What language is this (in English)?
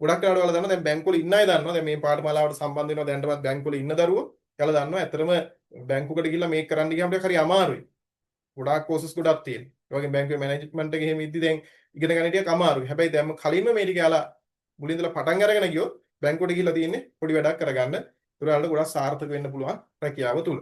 Sinhala